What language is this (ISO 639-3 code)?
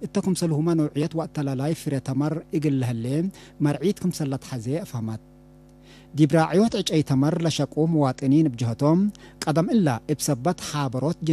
tig